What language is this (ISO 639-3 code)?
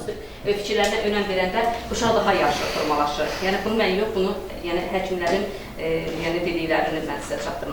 aze